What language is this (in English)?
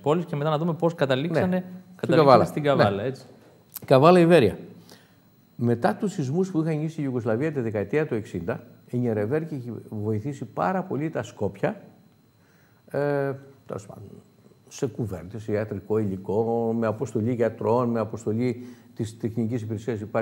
Greek